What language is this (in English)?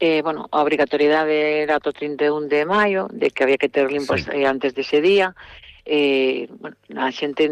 Galician